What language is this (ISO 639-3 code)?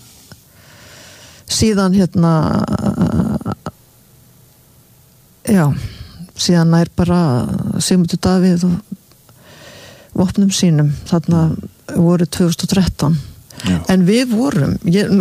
isl